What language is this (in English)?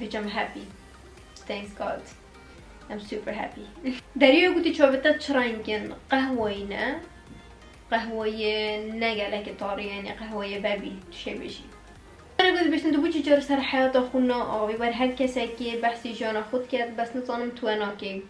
Kurdish